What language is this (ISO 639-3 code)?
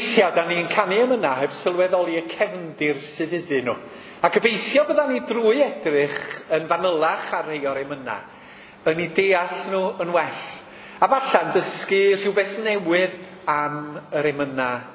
cym